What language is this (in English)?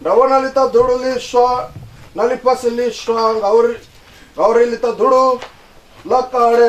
Venda